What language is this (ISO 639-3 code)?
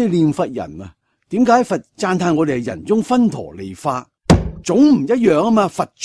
yue